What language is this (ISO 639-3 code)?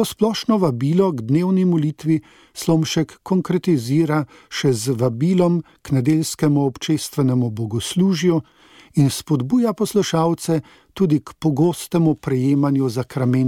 slv